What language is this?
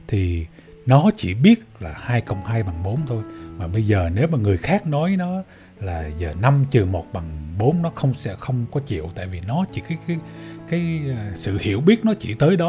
Vietnamese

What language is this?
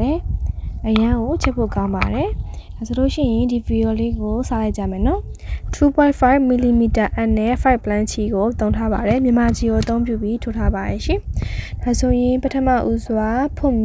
Burmese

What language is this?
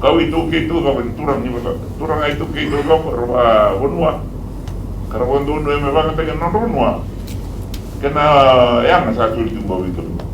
Fijian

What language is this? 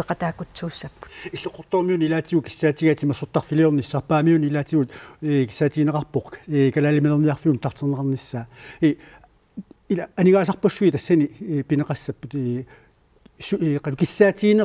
Kalaallisut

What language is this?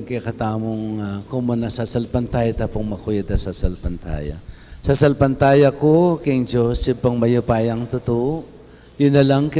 Pampanga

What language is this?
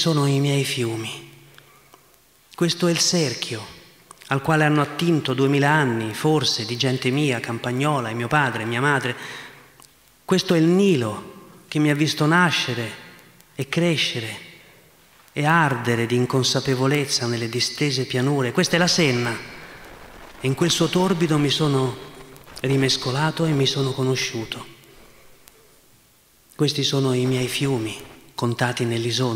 Italian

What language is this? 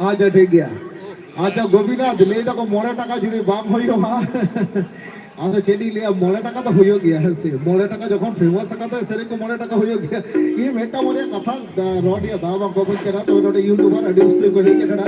Santali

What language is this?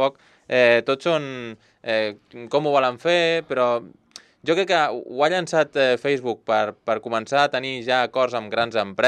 Catalan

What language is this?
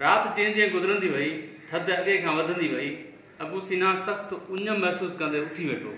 Sindhi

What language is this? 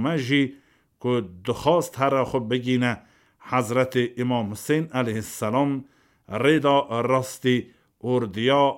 Kurdish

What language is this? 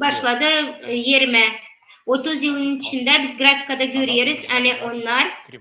Gagauz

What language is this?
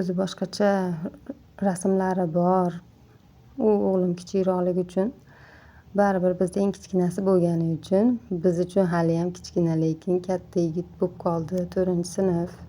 Uzbek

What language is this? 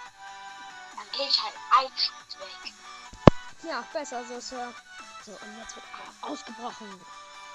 German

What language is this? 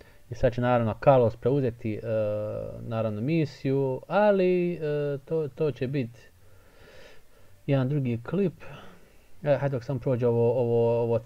Croatian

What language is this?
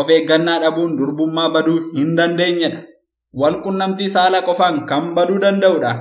Oromo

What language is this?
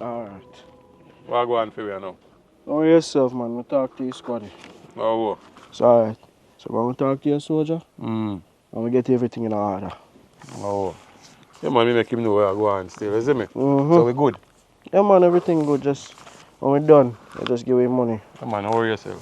Jamaican Creole English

